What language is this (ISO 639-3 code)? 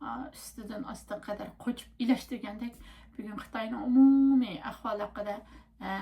uig